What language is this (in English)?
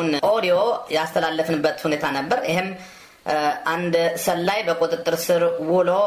Amharic